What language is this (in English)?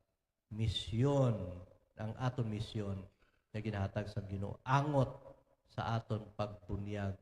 Hiligaynon